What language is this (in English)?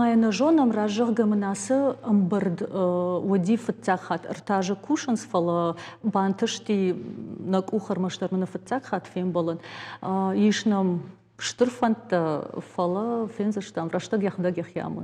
Ossetic